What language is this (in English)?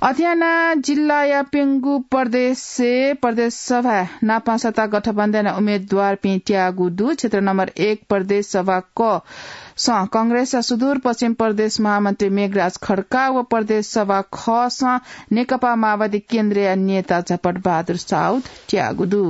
Newari